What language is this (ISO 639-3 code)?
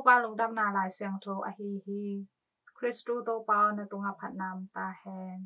ctd